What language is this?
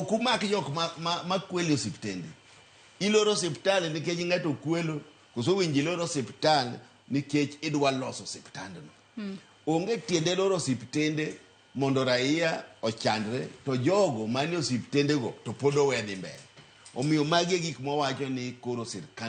Luo (Kenya and Tanzania)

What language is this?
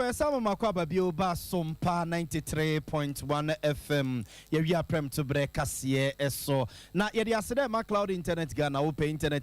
Akan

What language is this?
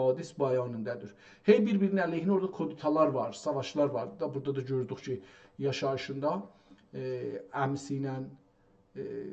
South Azerbaijani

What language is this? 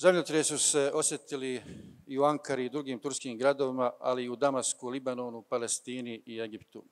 Bosnian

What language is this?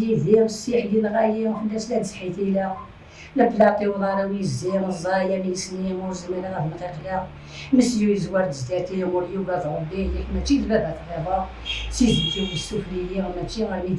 Kabyle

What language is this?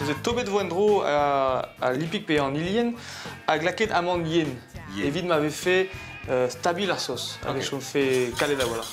Breton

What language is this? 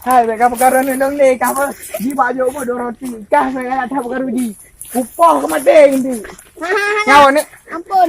Achinese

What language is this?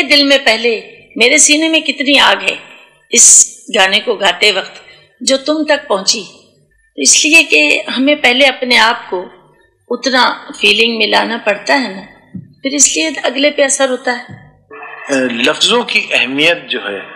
Urdu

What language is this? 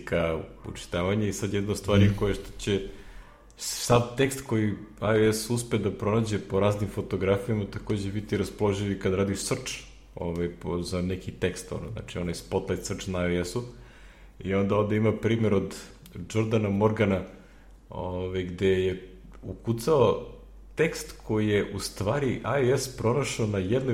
Serbian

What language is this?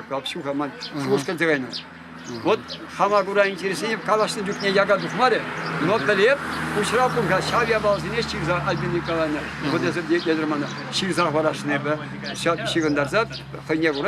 Chuvash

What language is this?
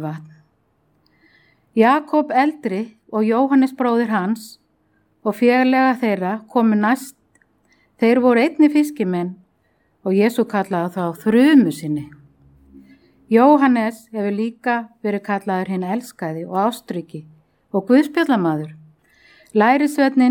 Icelandic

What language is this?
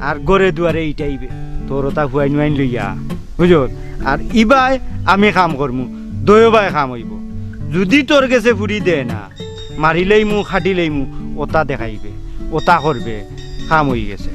Sylheti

